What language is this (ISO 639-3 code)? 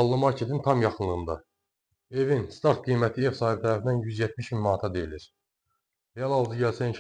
aze